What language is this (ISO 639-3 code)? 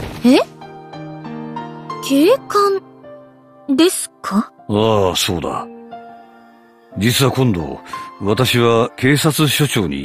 jpn